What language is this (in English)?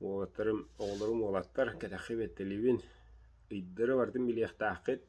Yakut